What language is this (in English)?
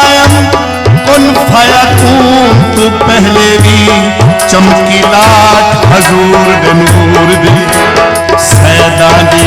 Saraiki